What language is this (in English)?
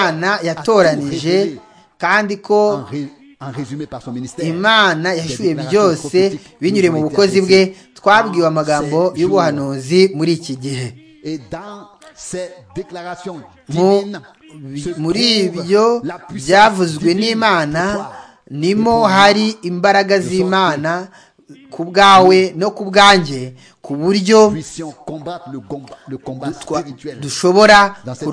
Kinyarwanda